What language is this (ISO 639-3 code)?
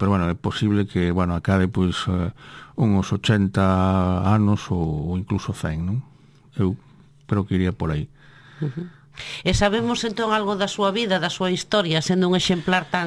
glg